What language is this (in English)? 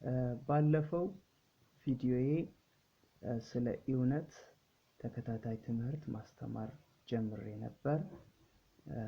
Amharic